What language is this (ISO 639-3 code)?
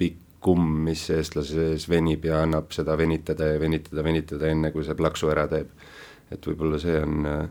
est